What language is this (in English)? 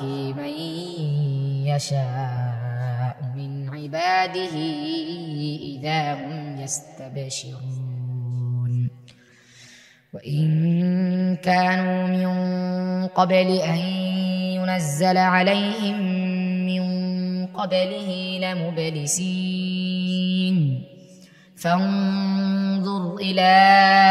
Arabic